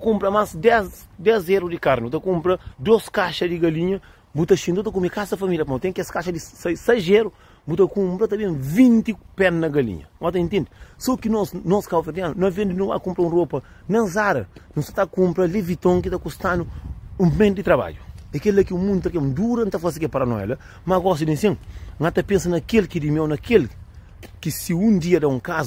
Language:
Kabuverdianu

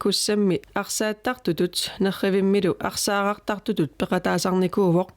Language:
Kalaallisut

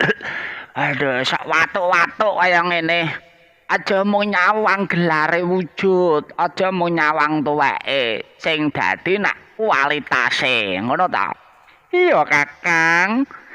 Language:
Javanese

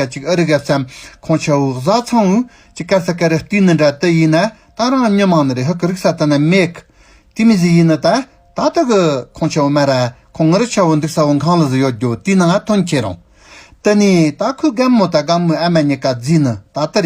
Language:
Tibetan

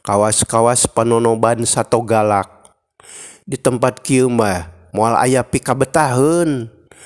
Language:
Sundanese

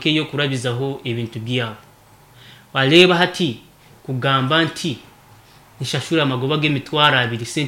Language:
Nyankole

